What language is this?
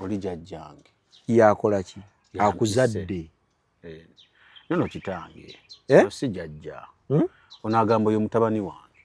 Ganda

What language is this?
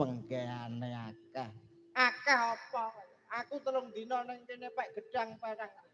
Javanese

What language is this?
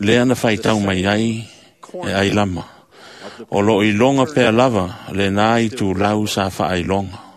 Samoan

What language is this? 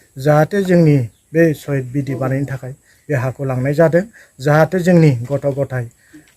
Bodo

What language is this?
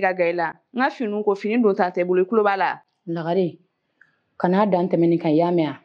Bambara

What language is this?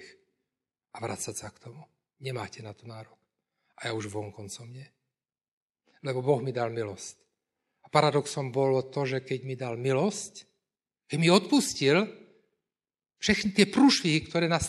Slovak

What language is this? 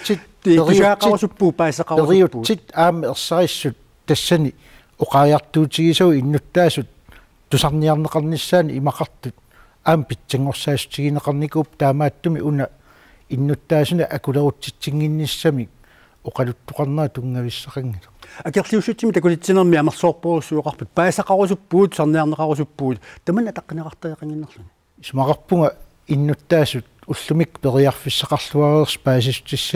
Kalaallisut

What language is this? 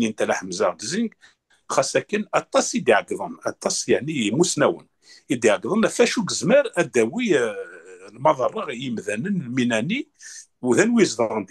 Kabyle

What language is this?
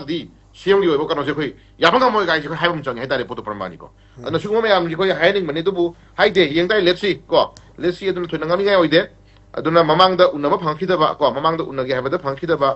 Manipuri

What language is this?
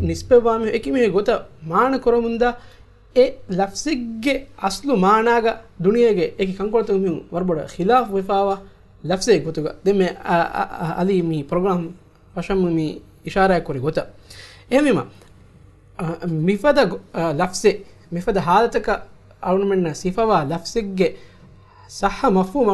Divehi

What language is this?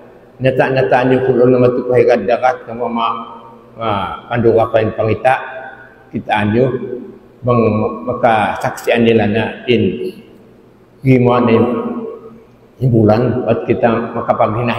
Tausug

